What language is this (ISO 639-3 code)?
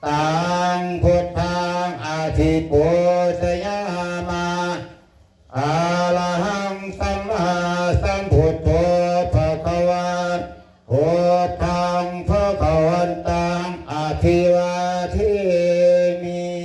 pli